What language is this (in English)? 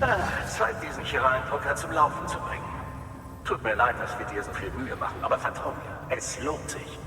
Swiss German